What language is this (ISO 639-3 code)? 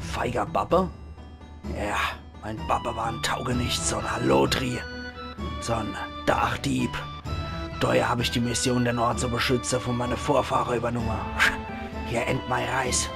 pfl